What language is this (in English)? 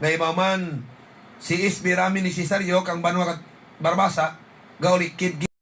Hiligaynon